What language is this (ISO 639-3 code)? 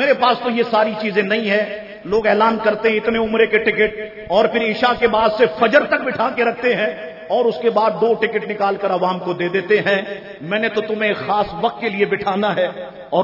urd